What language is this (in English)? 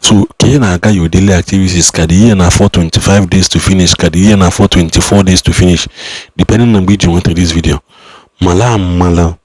Igbo